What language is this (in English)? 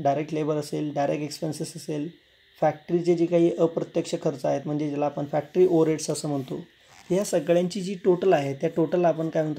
Marathi